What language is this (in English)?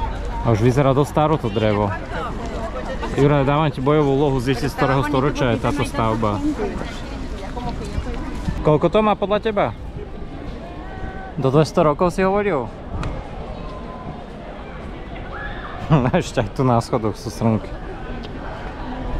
Slovak